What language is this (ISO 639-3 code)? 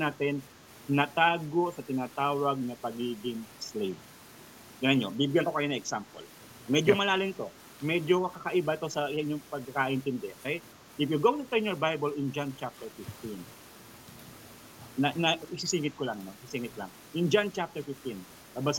fil